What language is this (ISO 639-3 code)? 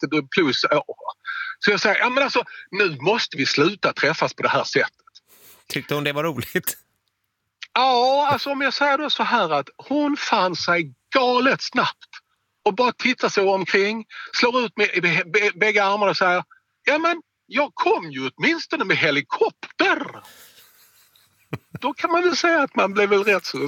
swe